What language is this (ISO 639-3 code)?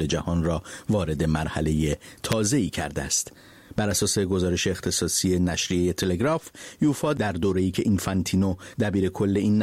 fas